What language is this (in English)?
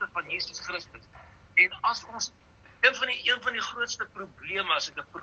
Afrikaans